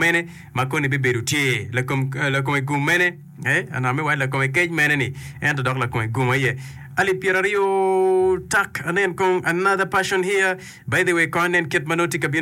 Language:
Acoli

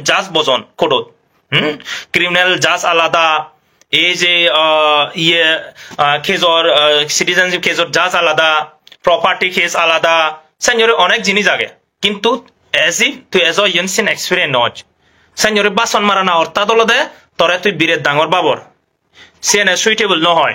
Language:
Chakma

